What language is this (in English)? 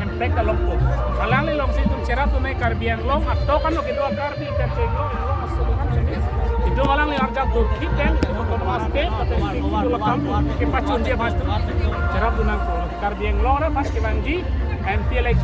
Karbi